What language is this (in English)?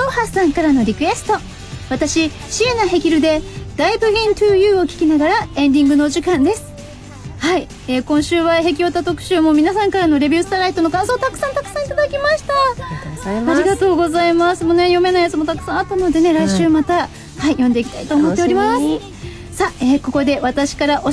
Japanese